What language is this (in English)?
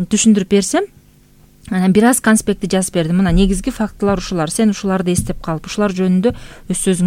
Kyrgyz